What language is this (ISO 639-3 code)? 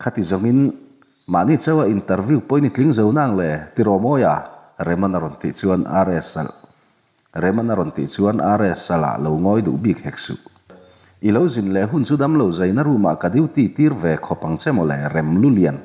lus